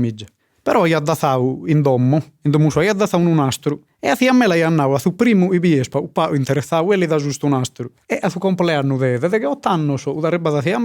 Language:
Sardinian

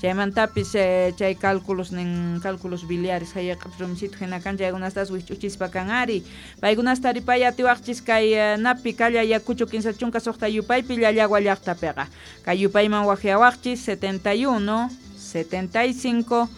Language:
Quechua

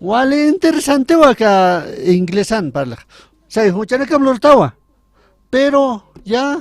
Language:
Aymara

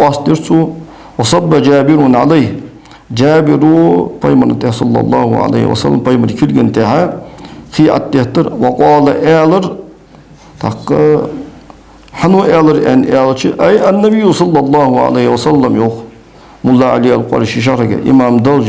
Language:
Ingush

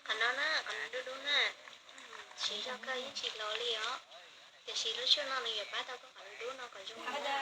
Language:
Hmong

